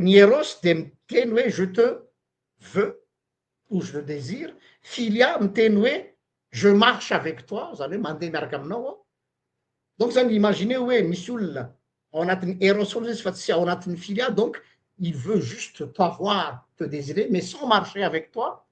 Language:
Malagasy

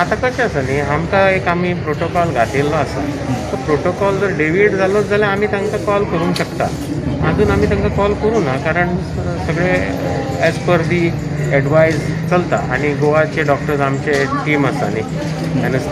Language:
Konkani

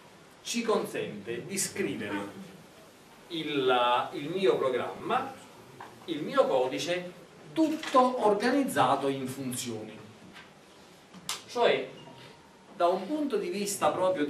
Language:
Italian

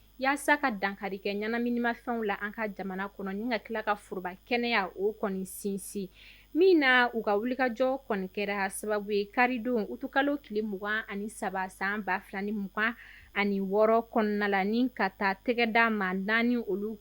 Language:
Bambara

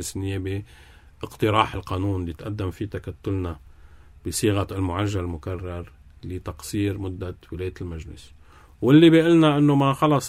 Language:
North Levantine Arabic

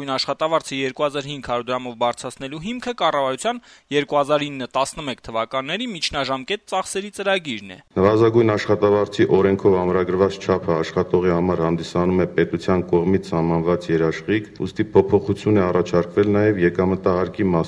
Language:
Armenian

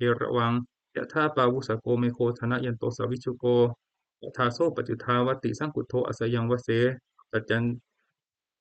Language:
Pali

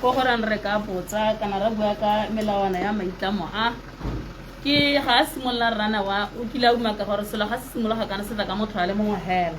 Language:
Tswana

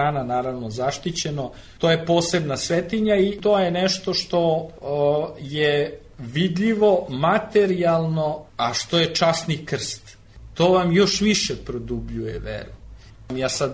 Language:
Serbian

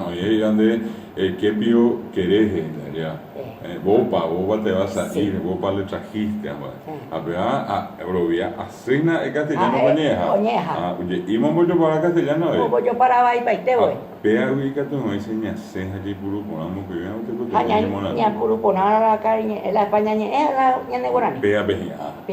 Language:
Guarani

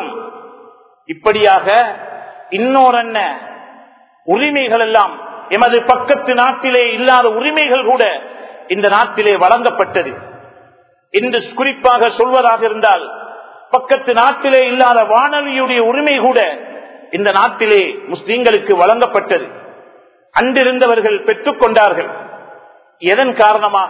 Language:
Tamil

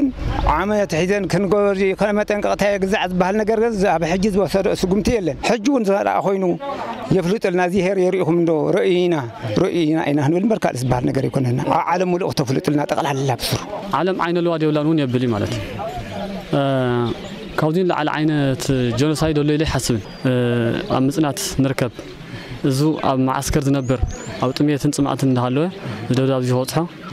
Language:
Tigrinya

